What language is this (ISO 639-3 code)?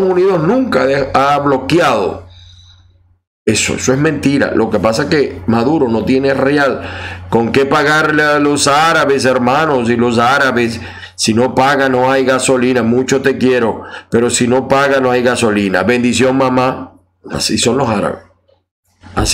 spa